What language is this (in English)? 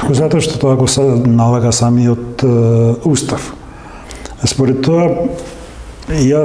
Macedonian